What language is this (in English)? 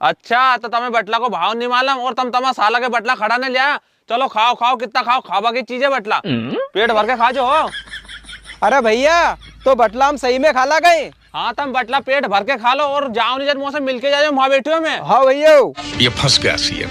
Rajasthani